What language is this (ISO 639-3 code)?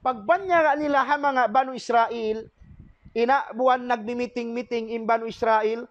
tsg